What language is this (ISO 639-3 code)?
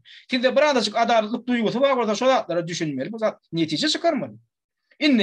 tuk